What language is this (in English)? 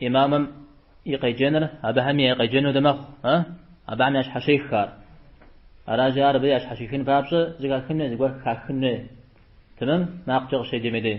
Kabardian